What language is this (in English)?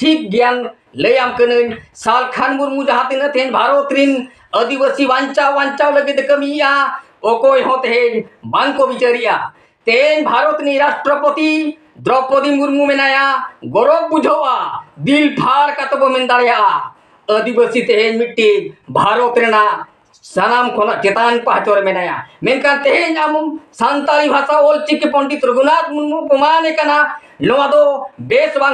Santali